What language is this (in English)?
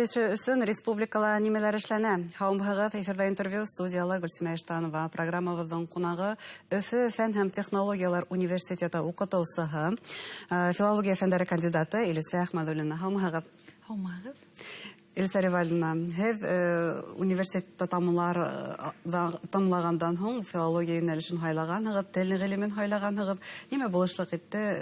Bashkir